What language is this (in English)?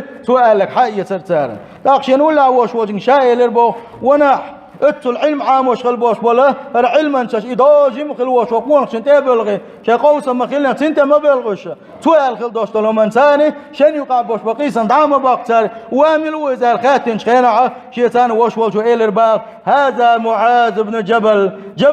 Chechen